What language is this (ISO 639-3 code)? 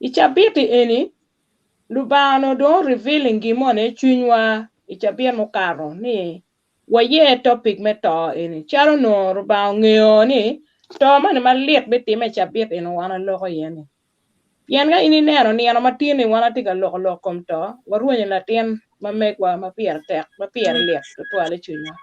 ach